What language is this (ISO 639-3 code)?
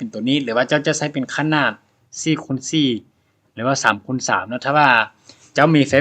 lao